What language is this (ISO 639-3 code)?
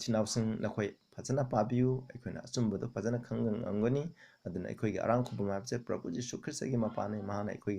mni